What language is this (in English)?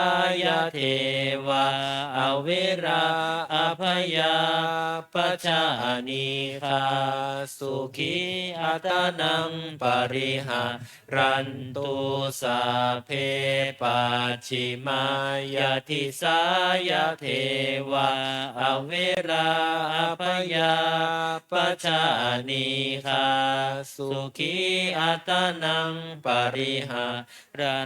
Pali